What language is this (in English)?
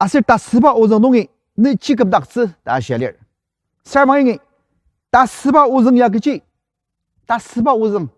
Ao Naga